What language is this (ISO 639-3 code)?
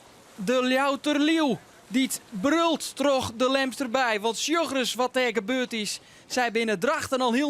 fry